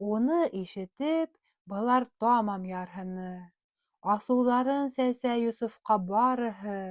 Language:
Bashkir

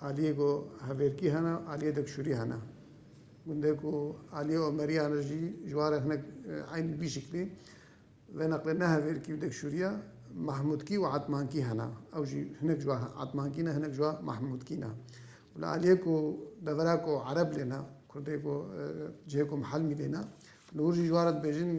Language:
Kurdish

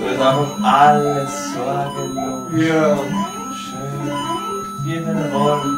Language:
Bavarian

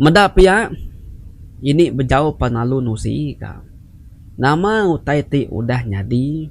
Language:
Iban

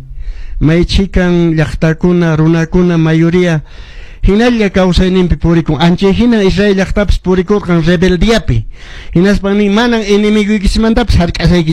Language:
Quechua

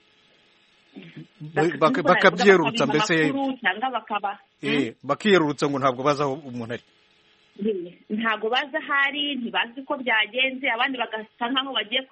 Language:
Kinyarwanda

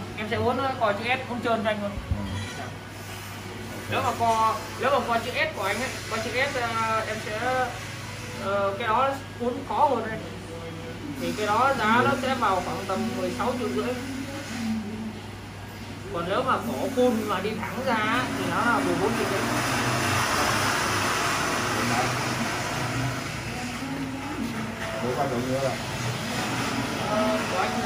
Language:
Vietnamese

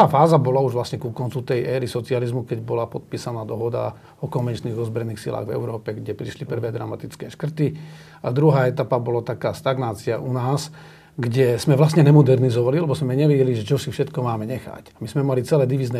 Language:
Slovak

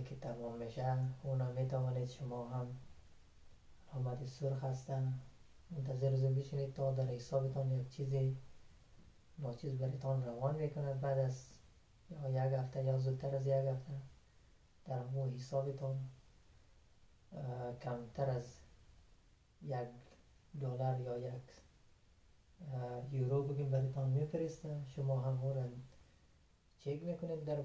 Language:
Persian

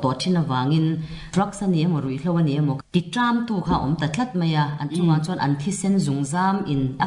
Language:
Mizo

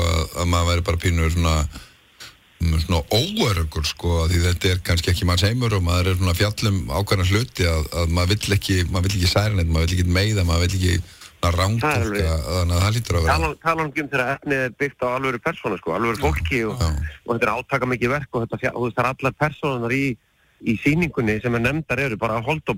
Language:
Icelandic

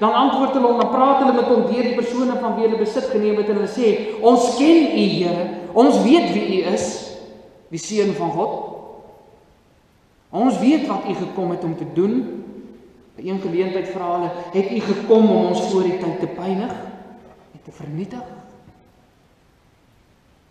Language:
Afrikaans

